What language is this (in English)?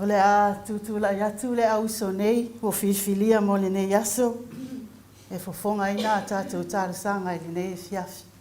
Samoan